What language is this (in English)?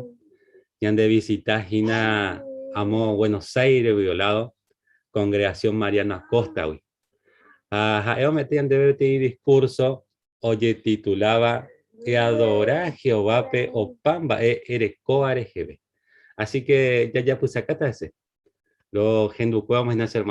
Guarani